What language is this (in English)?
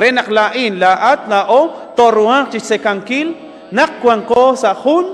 Kekchí